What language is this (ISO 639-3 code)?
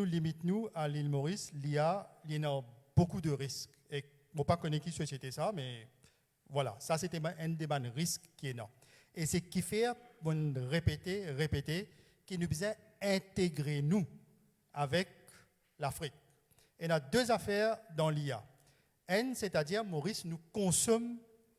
mfe